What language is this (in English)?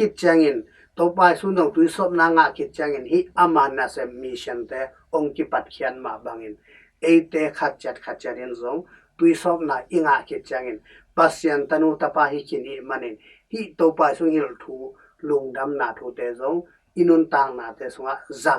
Tedim Chin